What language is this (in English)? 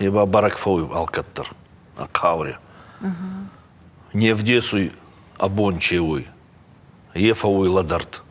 Ossetic